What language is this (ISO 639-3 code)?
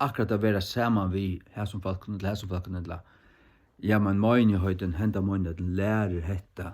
fao